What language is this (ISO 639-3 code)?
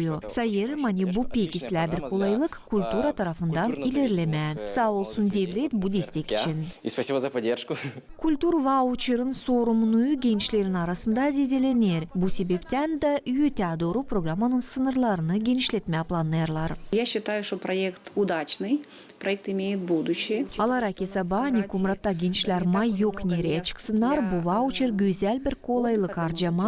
gag